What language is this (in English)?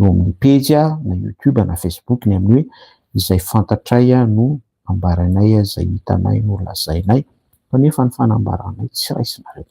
Malagasy